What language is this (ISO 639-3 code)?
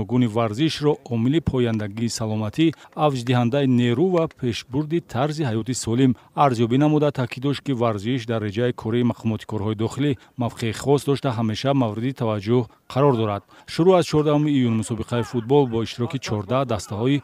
tgk